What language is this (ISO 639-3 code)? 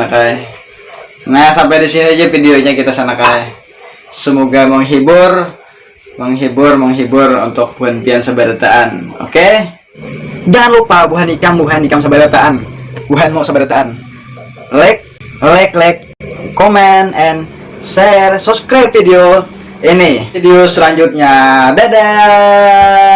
bjn